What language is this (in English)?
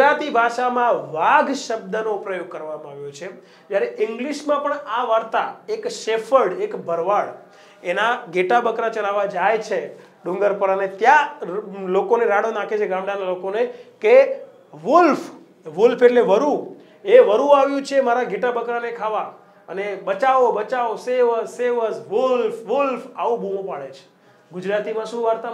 Gujarati